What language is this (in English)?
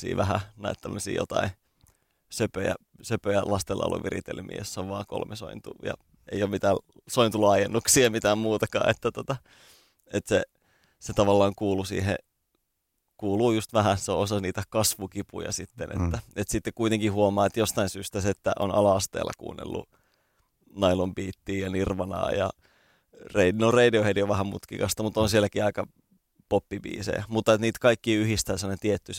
Finnish